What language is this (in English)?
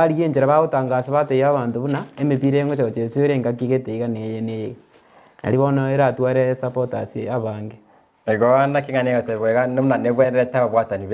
Gusii